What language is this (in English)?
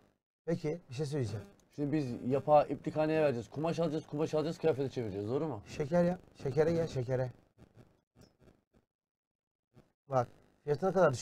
Turkish